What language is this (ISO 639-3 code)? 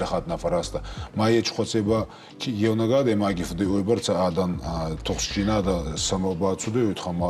oss